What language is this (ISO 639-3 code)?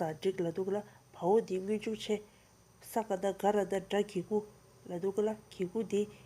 bod